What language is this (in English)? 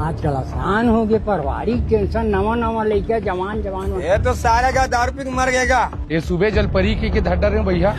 Chhattisgarhi